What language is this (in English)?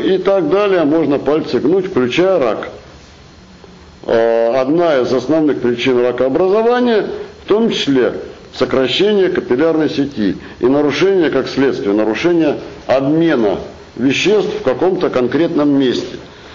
Russian